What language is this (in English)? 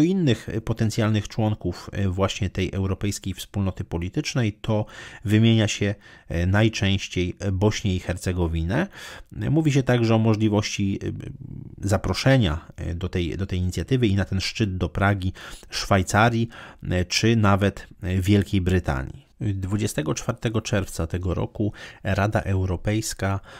Polish